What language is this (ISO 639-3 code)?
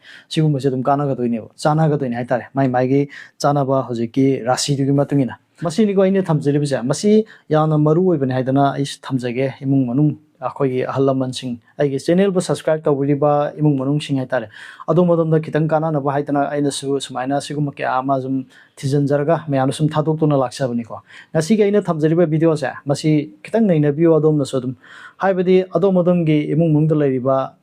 mni